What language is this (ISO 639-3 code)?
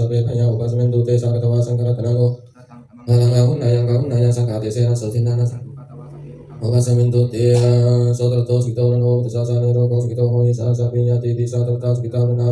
pli